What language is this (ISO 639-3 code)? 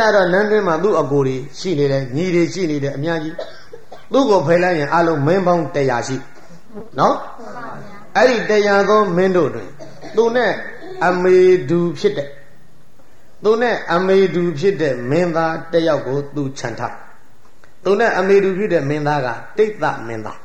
mya